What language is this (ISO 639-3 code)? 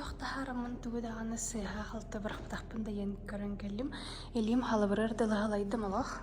sah